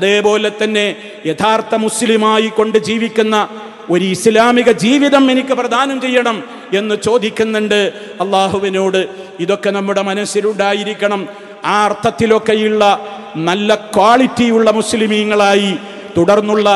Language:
Malayalam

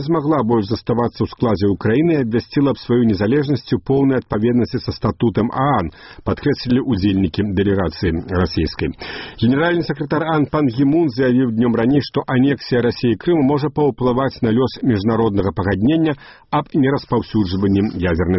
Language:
Belarusian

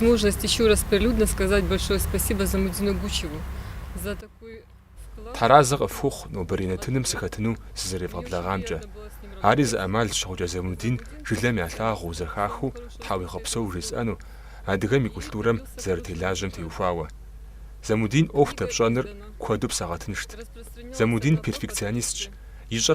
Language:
Kabardian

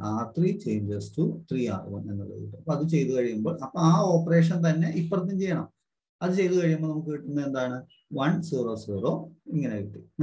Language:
Malayalam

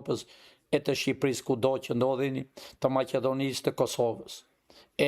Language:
Albanian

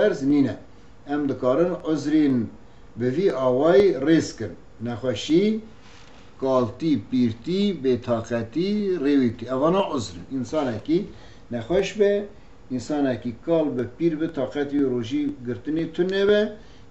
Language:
Kurdish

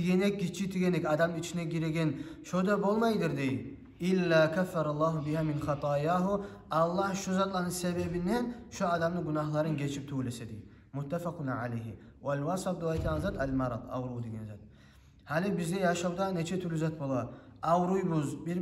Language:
Kumyk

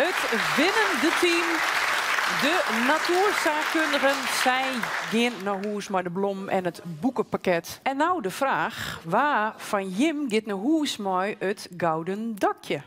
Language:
Western Frisian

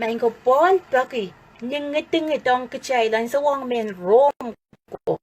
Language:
Pohnpeian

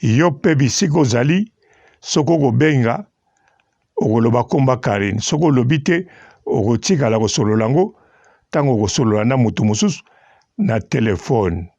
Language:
Lingala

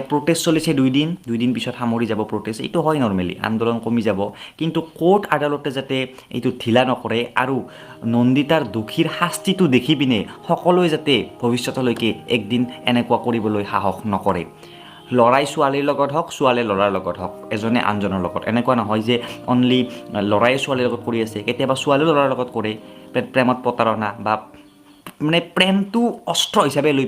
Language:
Assamese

